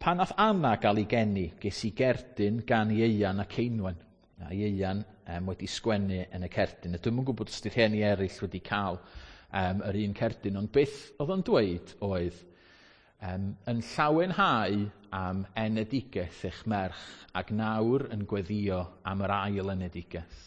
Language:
Welsh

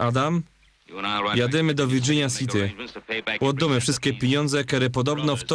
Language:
Silesian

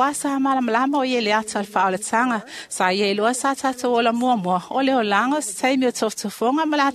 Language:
Samoan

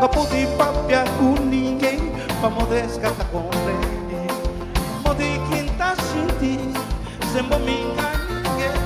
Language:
Kabuverdianu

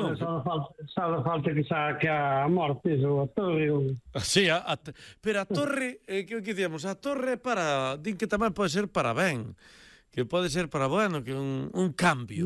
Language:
Galician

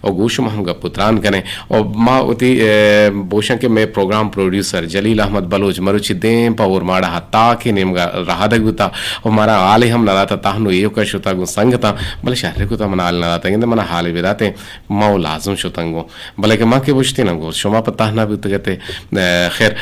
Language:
Eastern Balochi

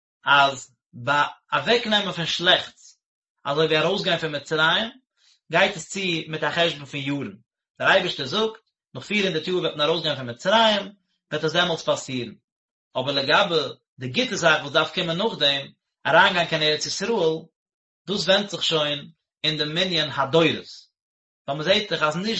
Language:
Yiddish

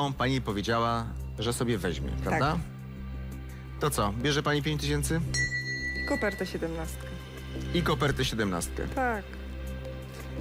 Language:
Polish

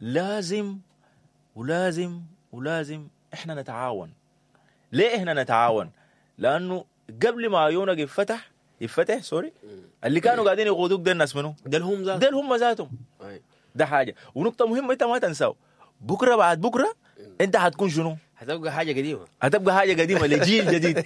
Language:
Sudanese Arabic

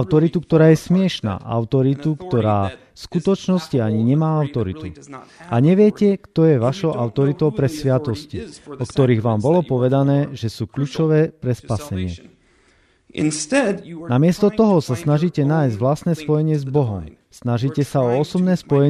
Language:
Slovak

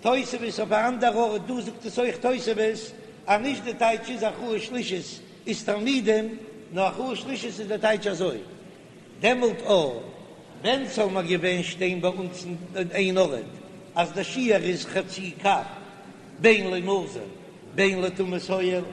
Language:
Yiddish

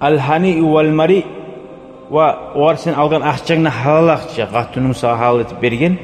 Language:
Kumyk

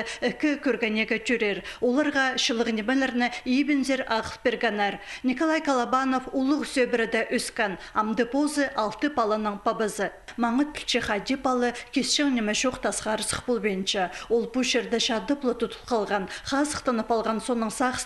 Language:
Khakas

